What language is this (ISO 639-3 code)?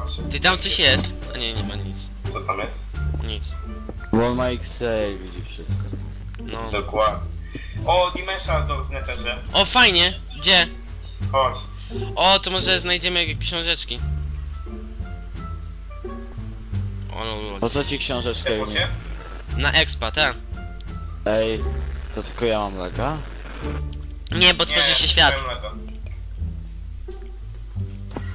pol